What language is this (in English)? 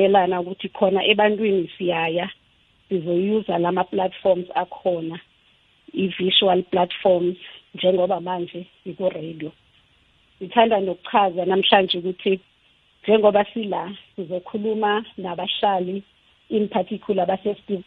South Ndebele